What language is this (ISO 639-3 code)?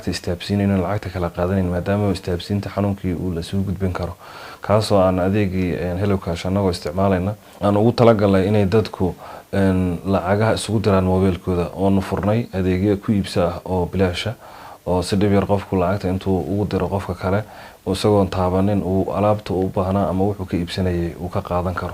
som